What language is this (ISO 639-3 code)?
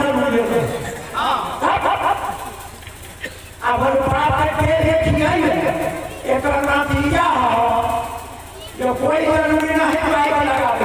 bho